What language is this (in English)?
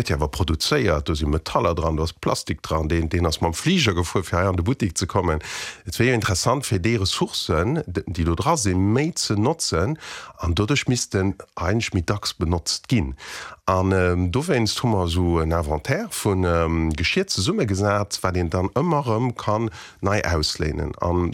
Luxembourgish